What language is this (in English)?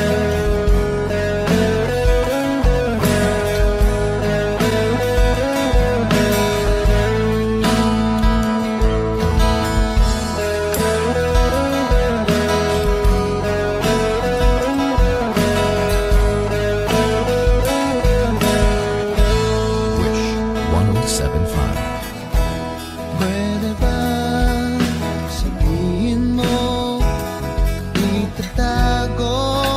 Filipino